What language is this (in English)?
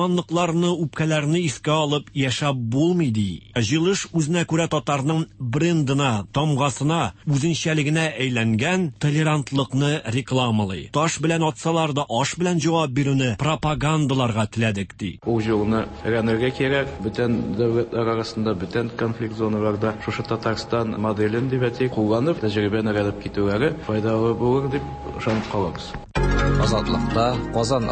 Tatar